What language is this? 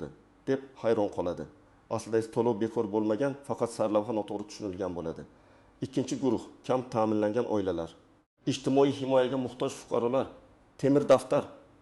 Uzbek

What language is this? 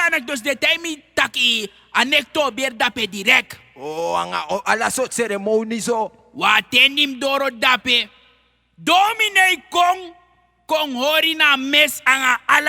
Sranan Tongo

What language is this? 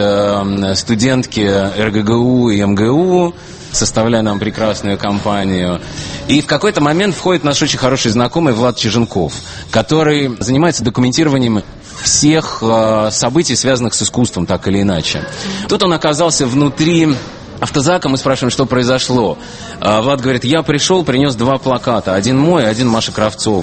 Russian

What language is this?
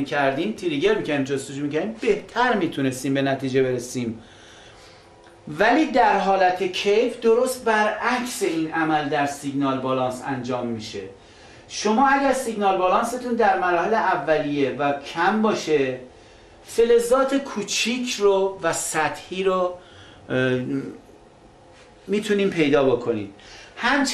Persian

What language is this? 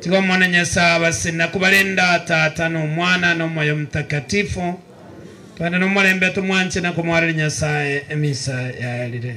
Gusii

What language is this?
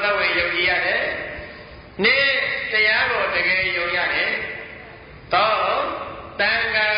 Burmese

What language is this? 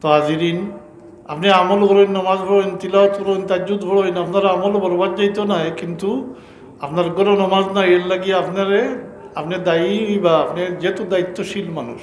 Sylheti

